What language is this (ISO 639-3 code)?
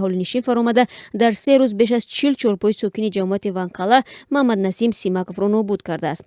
tgk